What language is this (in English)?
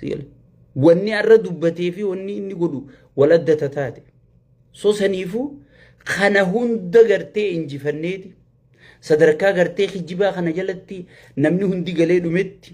Oromo